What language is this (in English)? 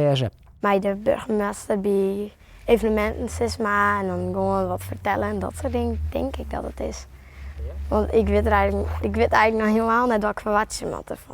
Western Frisian